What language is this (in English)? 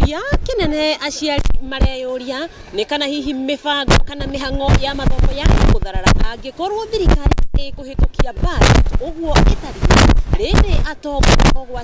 Kikuyu